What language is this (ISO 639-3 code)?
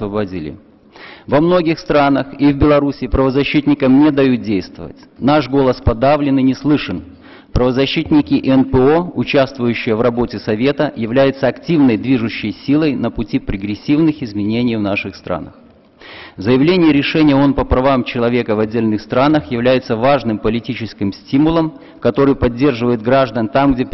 rus